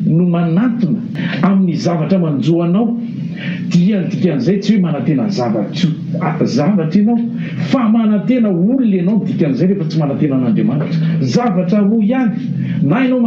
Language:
Malagasy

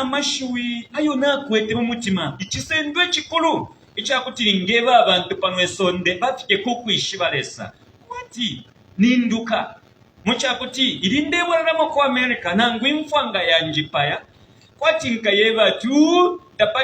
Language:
Bemba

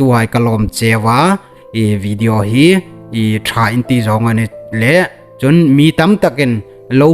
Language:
Hmar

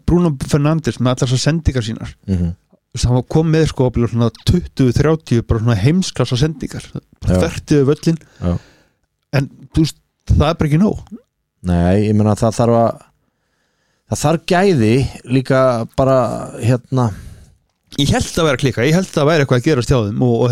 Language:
Icelandic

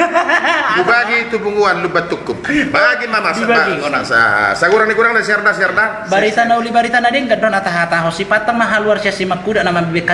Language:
Batak Toba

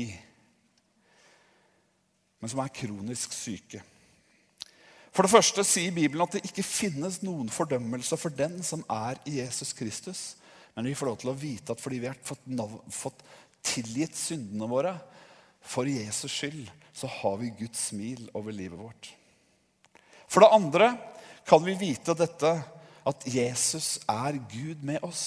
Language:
Norwegian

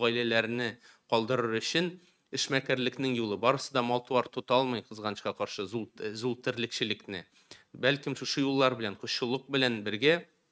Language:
Tatar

